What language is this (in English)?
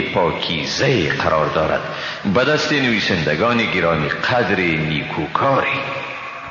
Persian